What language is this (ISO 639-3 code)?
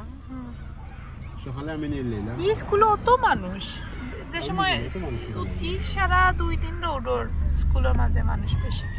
syl